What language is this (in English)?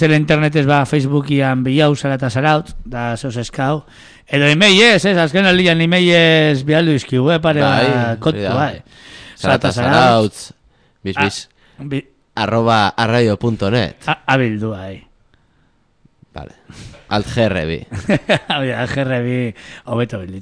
Basque